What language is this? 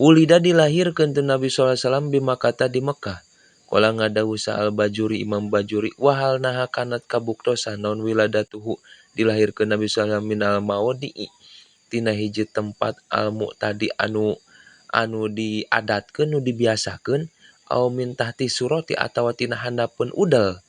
Sundanese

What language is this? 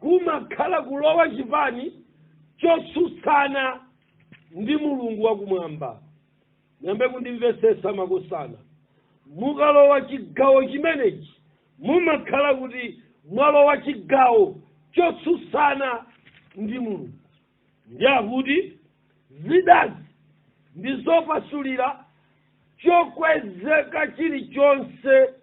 Nyanja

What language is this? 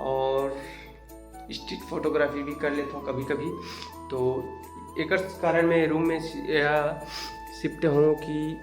Chhattisgarhi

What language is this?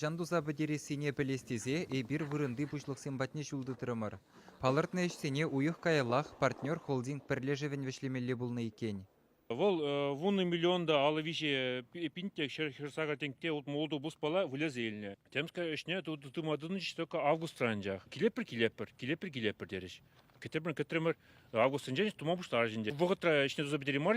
Chuvash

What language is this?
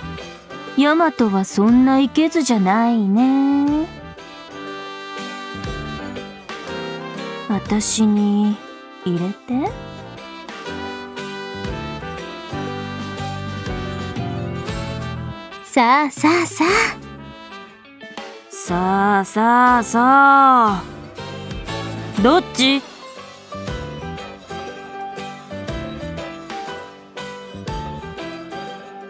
Japanese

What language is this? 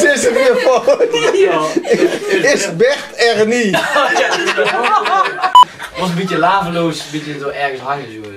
Limburgish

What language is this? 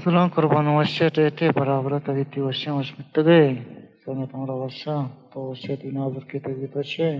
Baluchi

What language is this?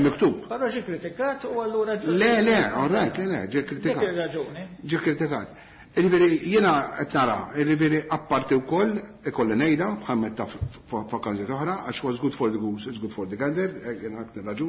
Maltese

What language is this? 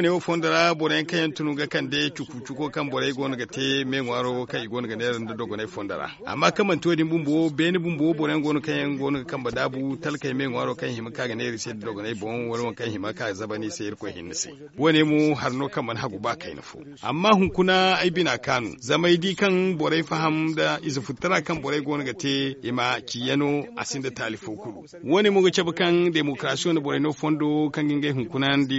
Zarma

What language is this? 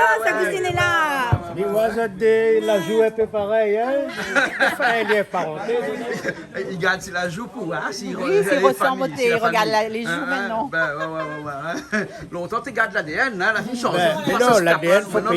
Réunion Creole French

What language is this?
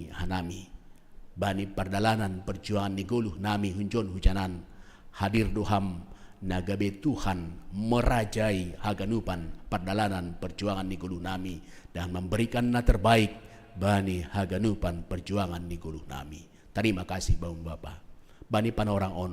Batak Simalungun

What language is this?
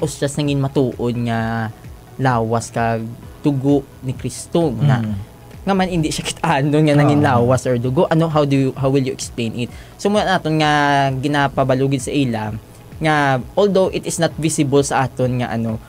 Hiligaynon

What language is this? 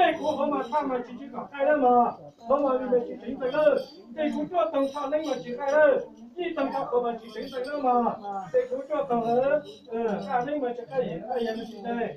Hmong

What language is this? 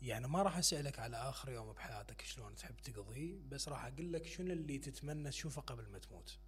Mesopotamian Arabic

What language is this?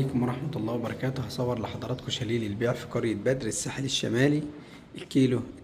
Egyptian Arabic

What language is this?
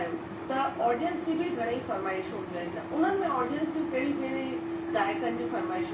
Sindhi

